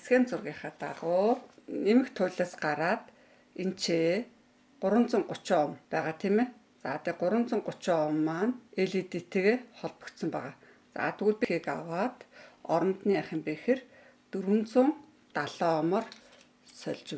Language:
Mongolian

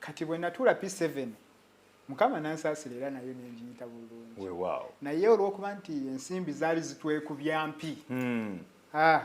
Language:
Ganda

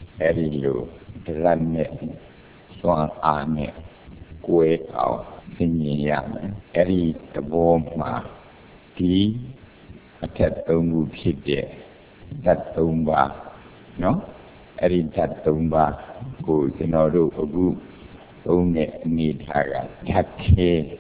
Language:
Burmese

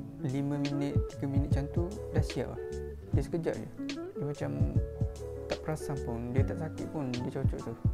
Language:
Malay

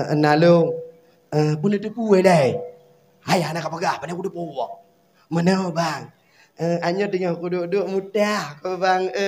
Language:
Achinese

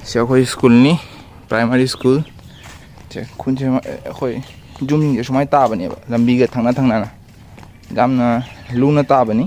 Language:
Manipuri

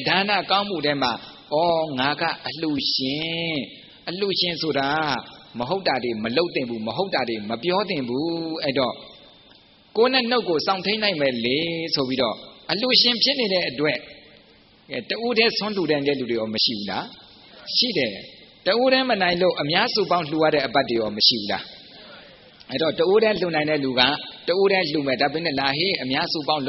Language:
Burmese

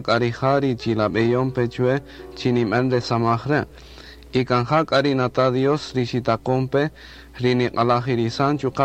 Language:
Kaqchikel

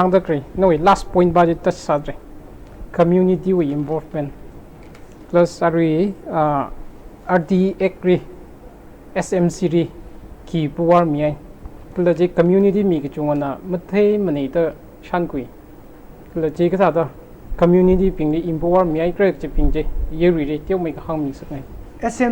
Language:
Tangkhul Naga (India)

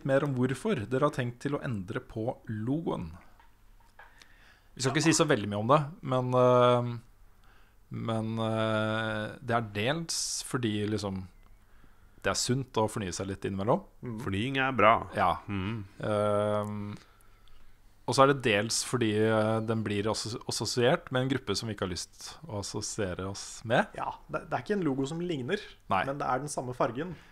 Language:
Norwegian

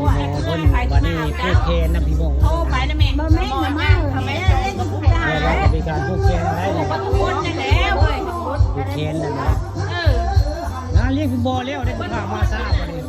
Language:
Northeastern Thai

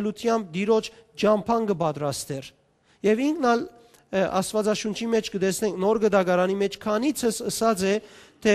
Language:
Western Armenian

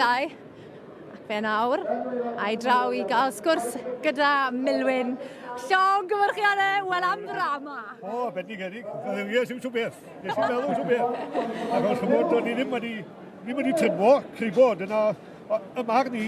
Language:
Welsh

